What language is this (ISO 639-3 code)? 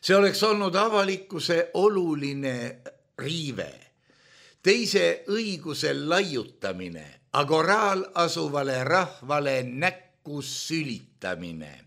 est